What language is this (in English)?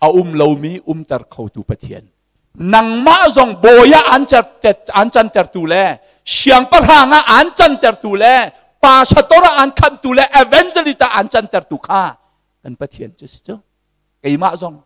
Hakha Chin